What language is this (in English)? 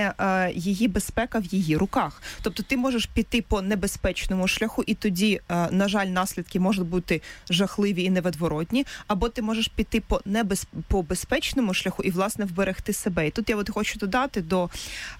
Ukrainian